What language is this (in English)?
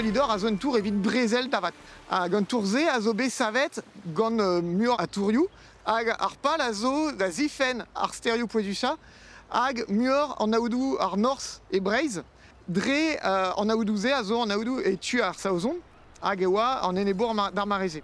Breton